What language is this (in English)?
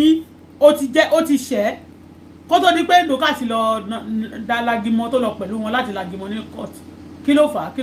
Yoruba